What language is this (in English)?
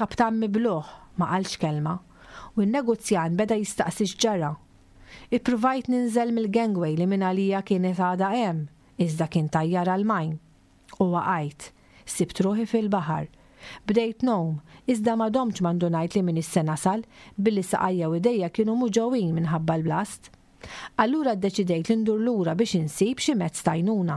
Maltese